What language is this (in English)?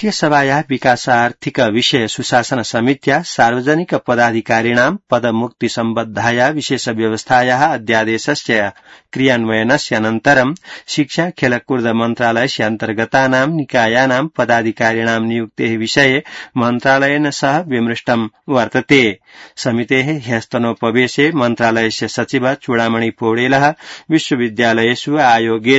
Sanskrit